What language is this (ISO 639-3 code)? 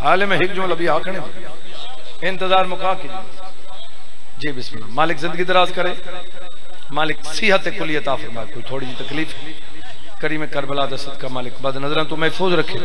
skr